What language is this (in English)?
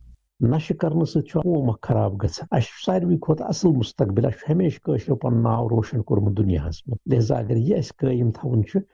Kashmiri